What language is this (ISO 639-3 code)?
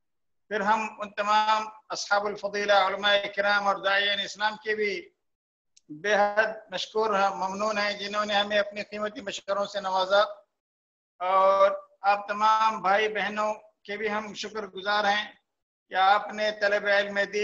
urd